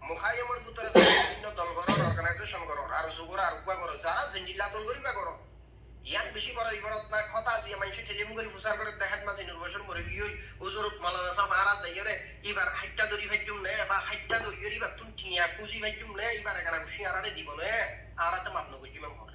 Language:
Rohingya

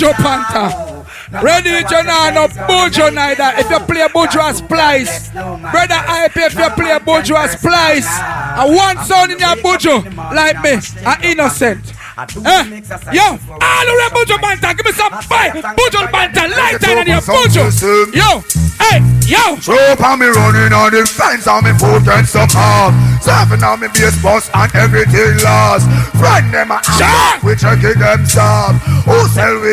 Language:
Jamaican Creole English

